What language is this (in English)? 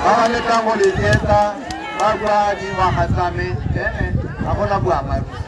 Tswana